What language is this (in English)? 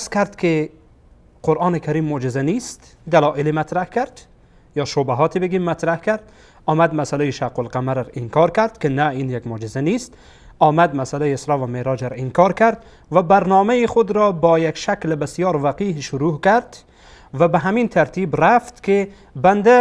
Persian